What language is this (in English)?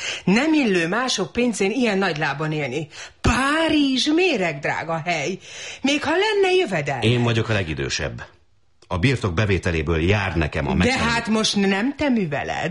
Hungarian